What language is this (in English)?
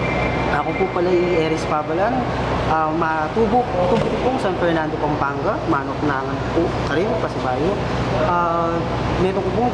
Pampanga